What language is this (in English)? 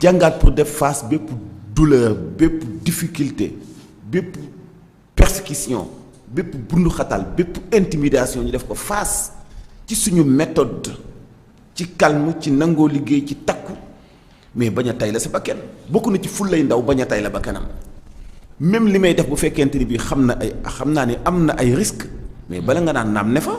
Wolof